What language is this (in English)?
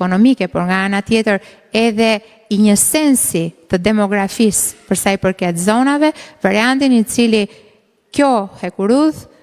Albanian